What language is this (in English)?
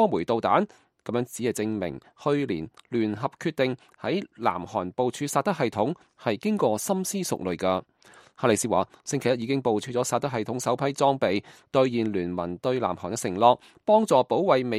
Cantonese